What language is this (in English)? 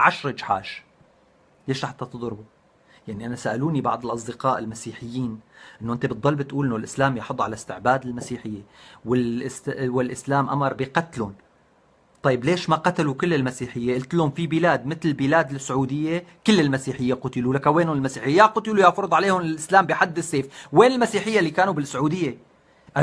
North Levantine Arabic